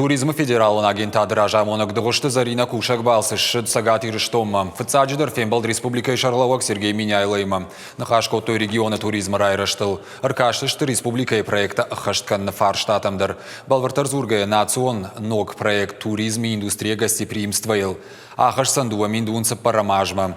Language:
Ossetic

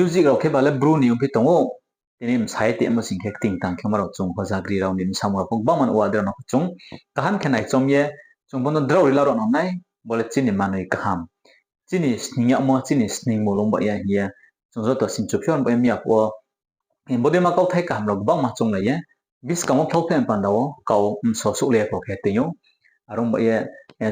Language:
Riang (India)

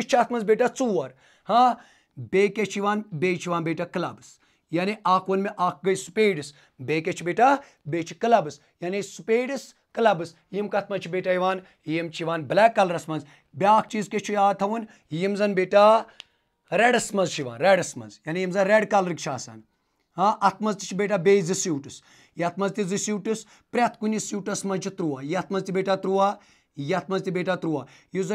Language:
Kashmiri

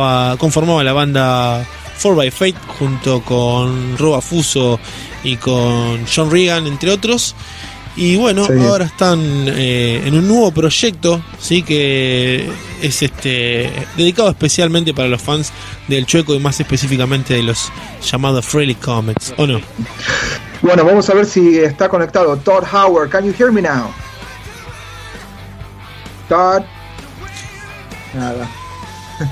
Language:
Spanish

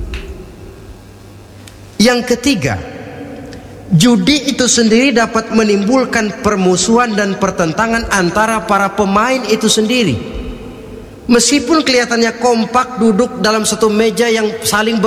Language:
Indonesian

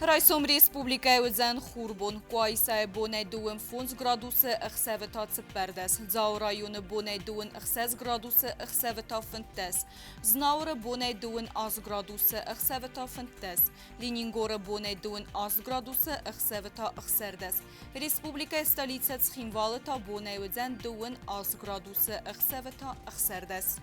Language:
Ossetic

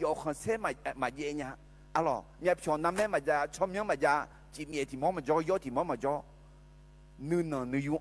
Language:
Akha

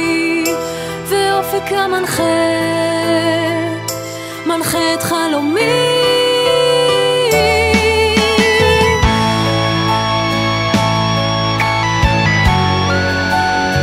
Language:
Hebrew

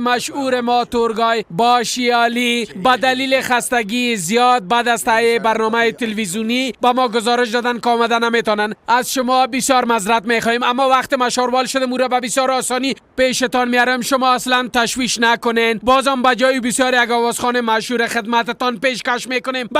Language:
Persian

